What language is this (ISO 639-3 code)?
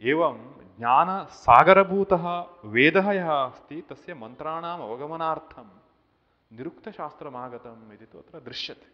san